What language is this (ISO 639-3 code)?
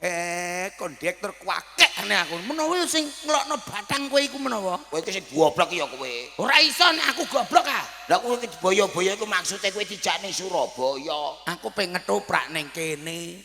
jav